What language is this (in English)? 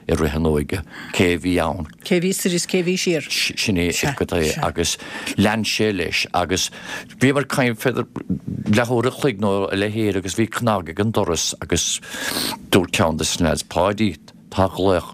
Irish